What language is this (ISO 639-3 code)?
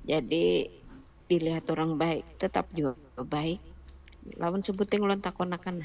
bjn